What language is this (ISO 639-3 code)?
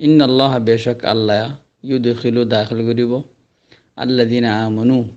rhg